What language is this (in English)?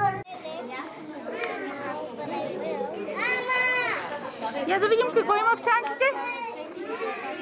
Bulgarian